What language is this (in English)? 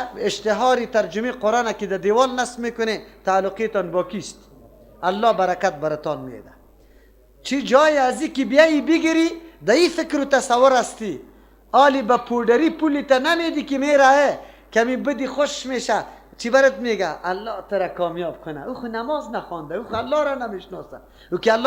Persian